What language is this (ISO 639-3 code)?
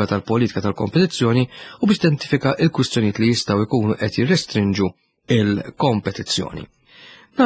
mlt